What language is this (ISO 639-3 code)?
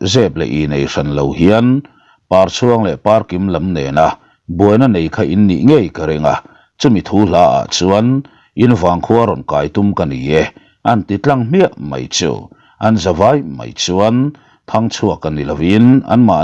lus